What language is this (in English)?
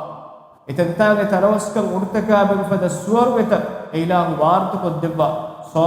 Divehi